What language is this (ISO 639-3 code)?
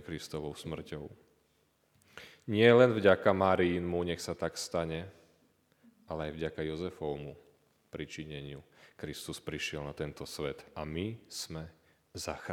slk